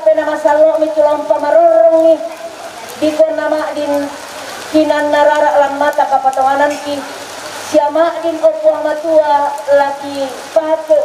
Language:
Toraja-Sa'dan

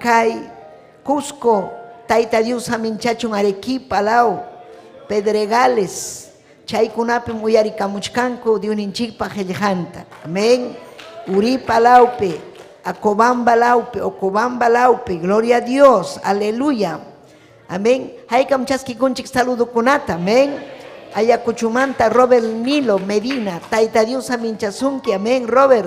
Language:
Ayacucho Quechua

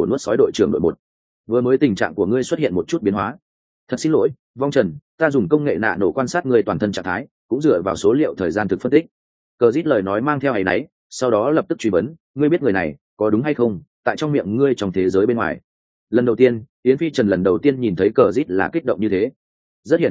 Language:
Vietnamese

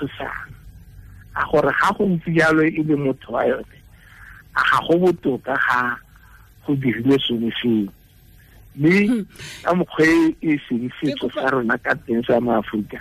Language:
Tswana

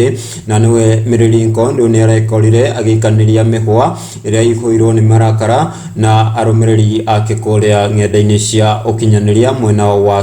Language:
Kikuyu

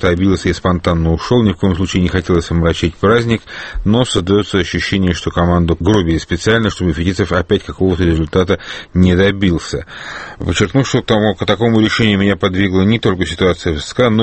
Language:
Russian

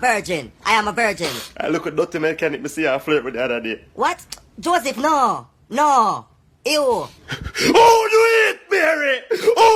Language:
Jamaican Creole English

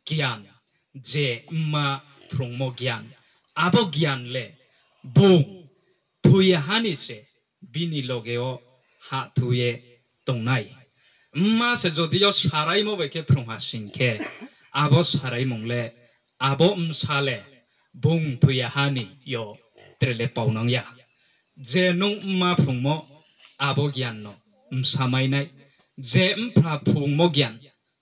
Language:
Riang (India)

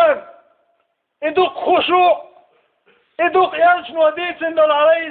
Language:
Chechen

